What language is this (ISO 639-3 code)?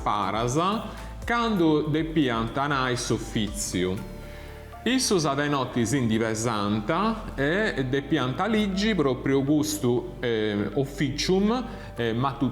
srd